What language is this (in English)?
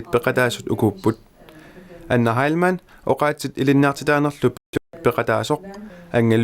Kalaallisut